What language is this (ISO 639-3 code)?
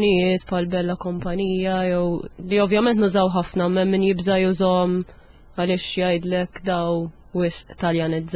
mlt